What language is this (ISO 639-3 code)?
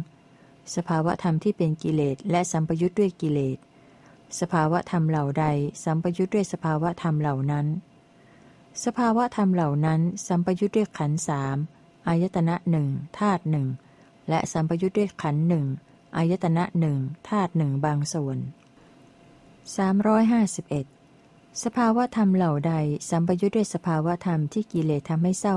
tha